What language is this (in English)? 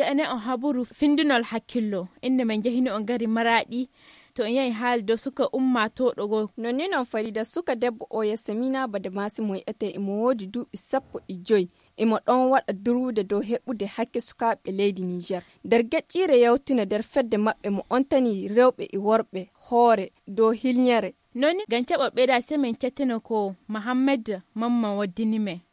Nigerian Fulfulde